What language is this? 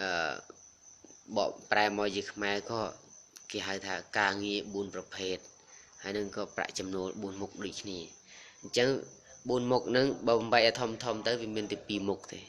Khmer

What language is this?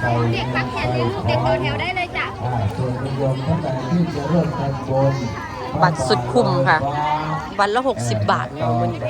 Northeastern Thai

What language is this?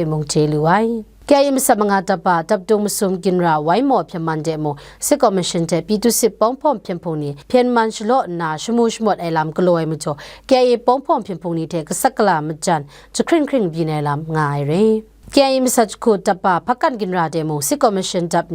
Kachin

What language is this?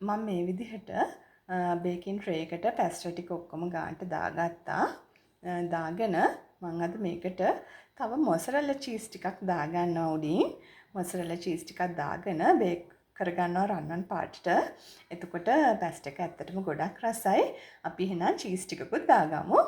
Sinhala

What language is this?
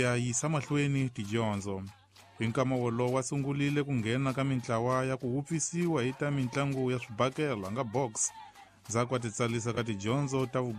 Tsonga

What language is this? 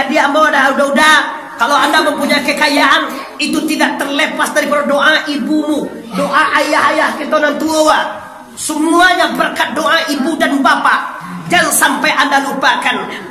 Minangkabau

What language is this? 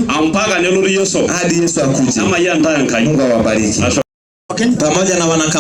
Masai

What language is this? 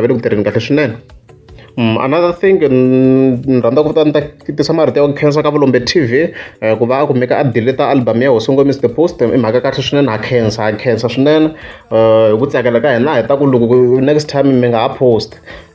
Tsonga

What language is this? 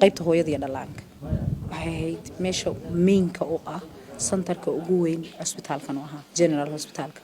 Somali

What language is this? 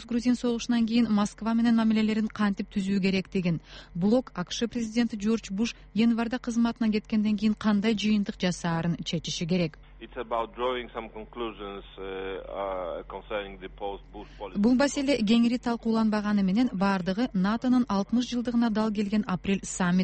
Kyrgyz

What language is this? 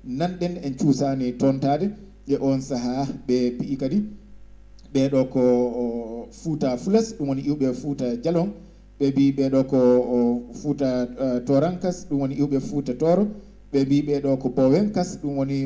Fula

